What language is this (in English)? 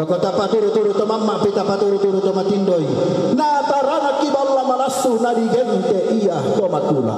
Toraja-Sa'dan